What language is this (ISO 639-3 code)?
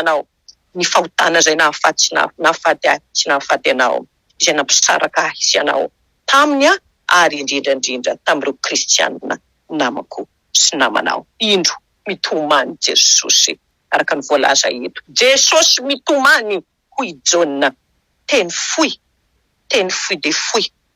mlg